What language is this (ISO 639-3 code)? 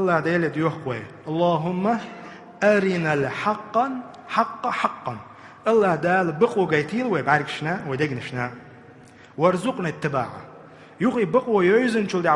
che